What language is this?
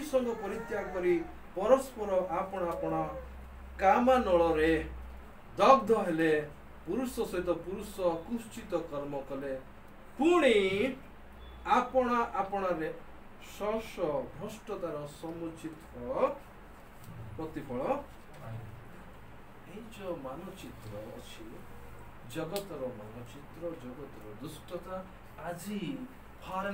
Odia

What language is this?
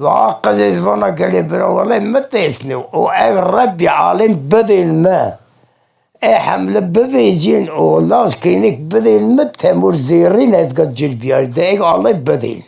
Zaza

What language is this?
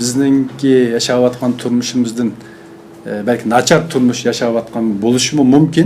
Uyghur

